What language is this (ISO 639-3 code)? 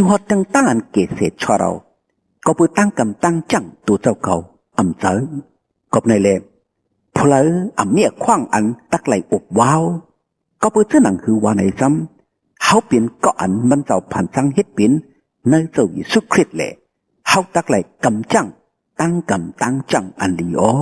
shn